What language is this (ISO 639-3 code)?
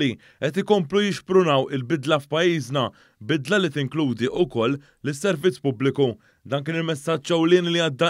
mlt